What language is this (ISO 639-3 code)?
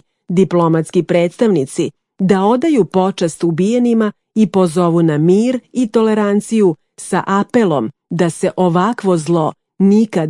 srp